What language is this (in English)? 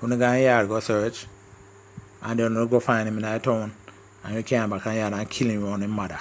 Jamaican Creole English